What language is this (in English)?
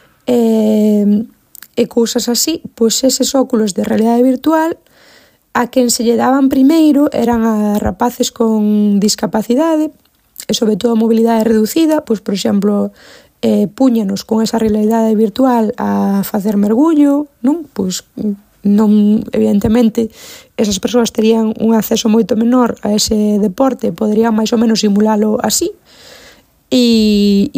Galician